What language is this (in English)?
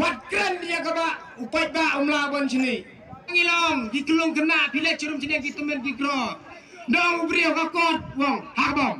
Khasi